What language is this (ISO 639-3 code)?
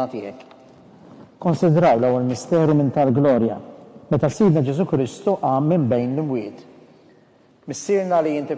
mlt